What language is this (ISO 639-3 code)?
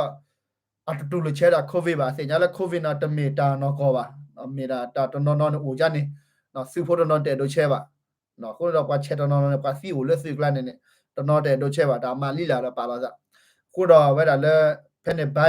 ksw